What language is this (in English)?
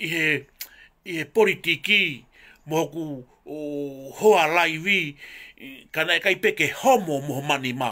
Tongan